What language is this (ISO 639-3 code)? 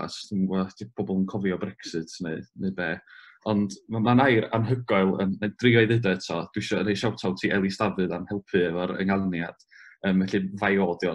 cym